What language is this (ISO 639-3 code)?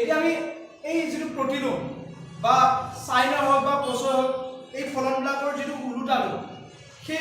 asm